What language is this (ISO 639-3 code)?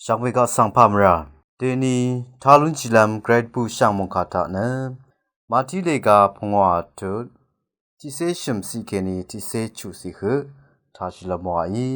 raw